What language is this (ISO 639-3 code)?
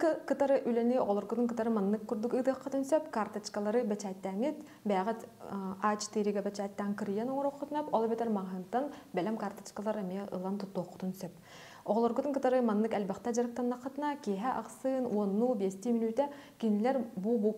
sah